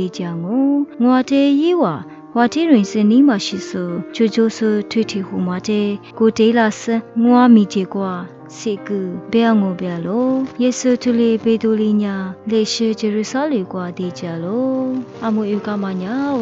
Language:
Lisu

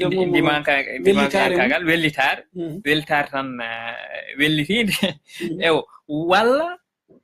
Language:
Fula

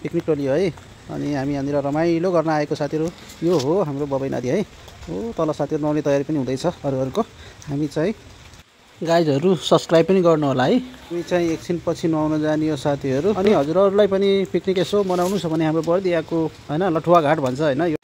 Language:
Nepali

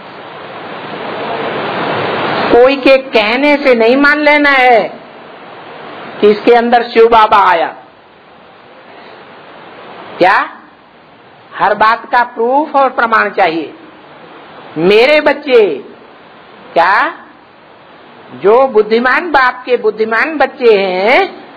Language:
Hindi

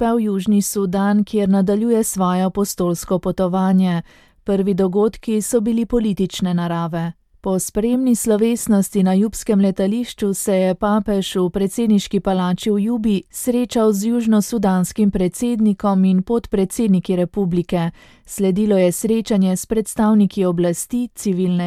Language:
Slovenian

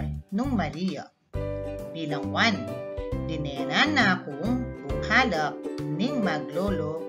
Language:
Pampanga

